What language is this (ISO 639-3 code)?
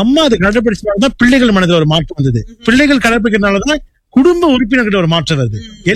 tam